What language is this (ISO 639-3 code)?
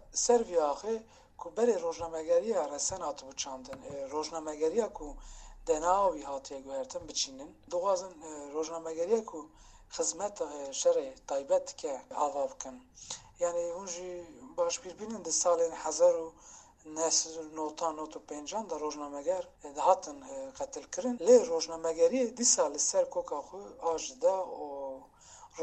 kur